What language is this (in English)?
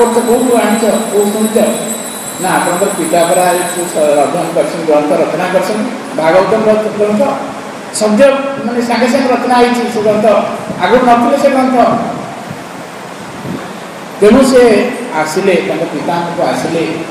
Odia